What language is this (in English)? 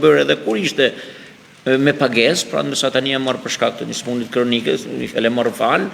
Albanian